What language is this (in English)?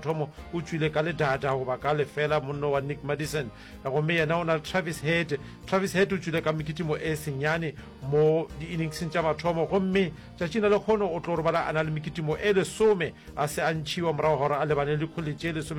Northern Sotho